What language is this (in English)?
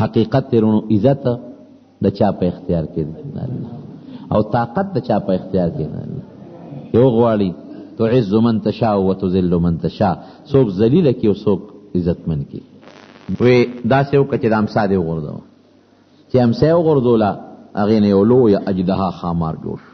Pashto